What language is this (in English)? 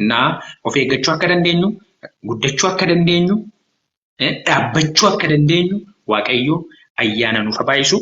Oromo